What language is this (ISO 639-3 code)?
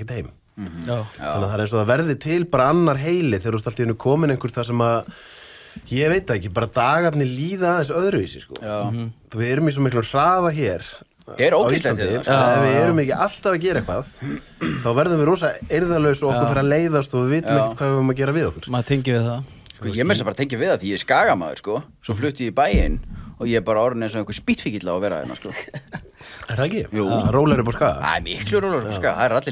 isl